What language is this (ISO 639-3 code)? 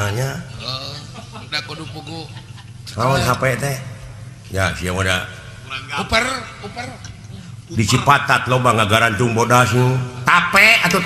sun